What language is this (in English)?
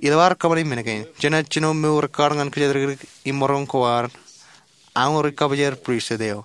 Marshallese